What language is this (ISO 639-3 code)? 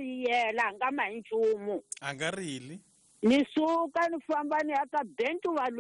tso